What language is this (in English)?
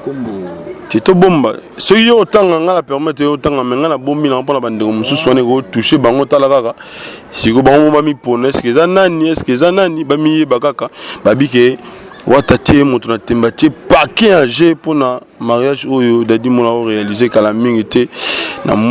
Lingala